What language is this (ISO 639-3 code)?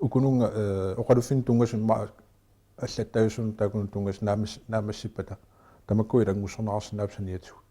kal